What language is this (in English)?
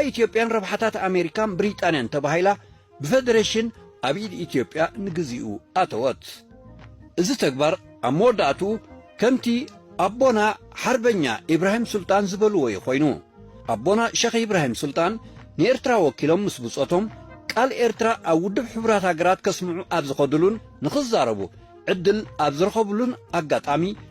Tigrinya